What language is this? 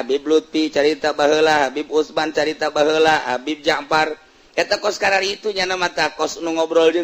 Sundanese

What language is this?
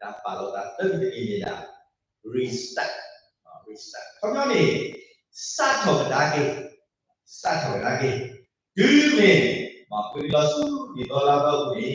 S'gaw Karen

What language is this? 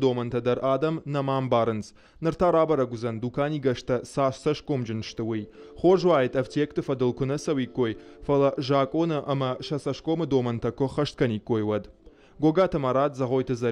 Ossetic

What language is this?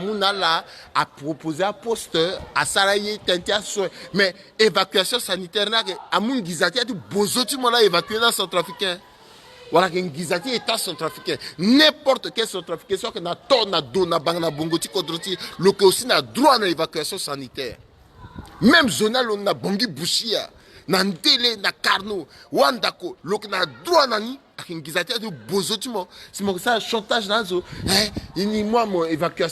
Sango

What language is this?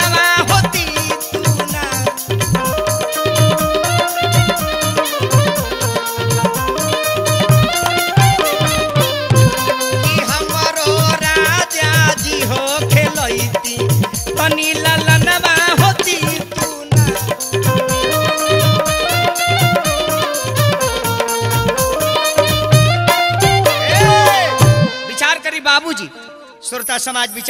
Bhojpuri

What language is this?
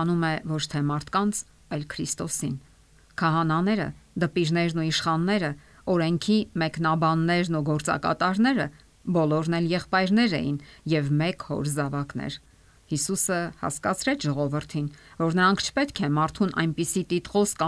Armenian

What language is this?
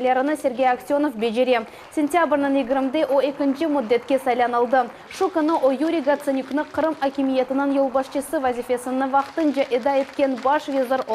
Crimean Tatar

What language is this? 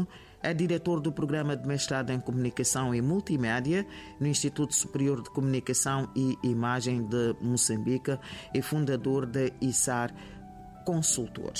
Portuguese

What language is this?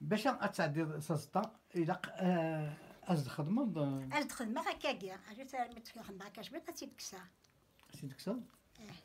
Kabyle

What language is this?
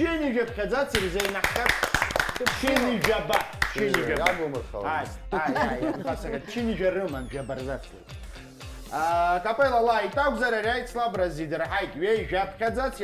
Abkhazian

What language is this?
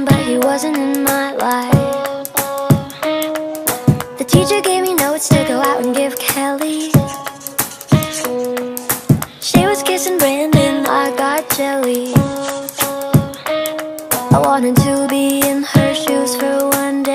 English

